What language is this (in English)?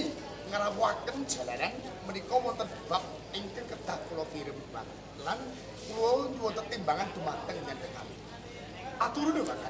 Javanese